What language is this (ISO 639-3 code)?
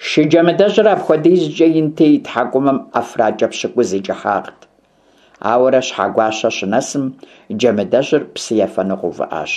kbd